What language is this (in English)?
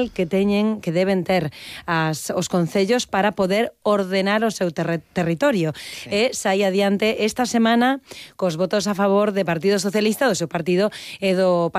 Galician